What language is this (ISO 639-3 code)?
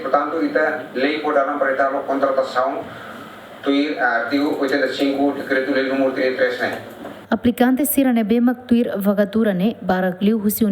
tet